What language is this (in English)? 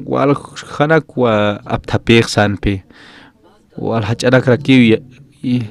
Aymara